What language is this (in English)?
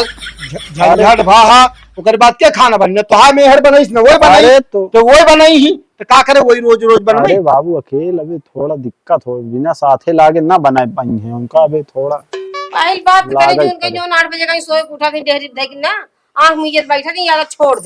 Awadhi